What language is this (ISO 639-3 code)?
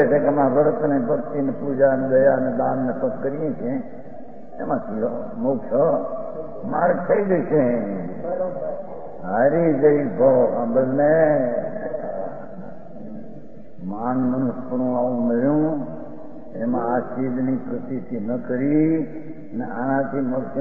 guj